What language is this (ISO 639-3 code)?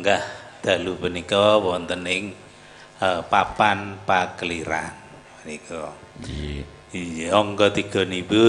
jav